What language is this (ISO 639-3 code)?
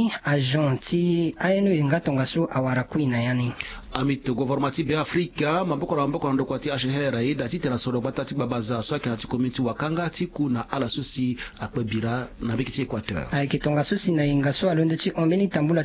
sag